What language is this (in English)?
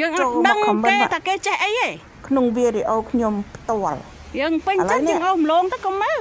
Khmer